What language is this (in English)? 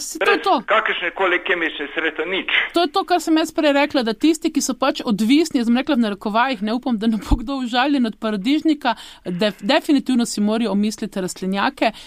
Slovenian